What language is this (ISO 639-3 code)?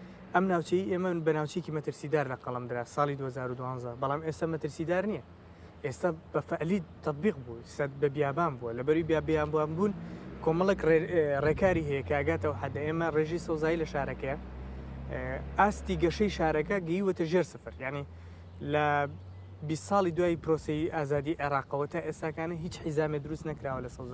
ckb